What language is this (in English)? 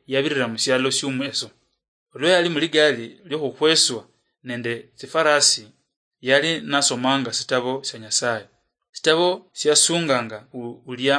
Luyia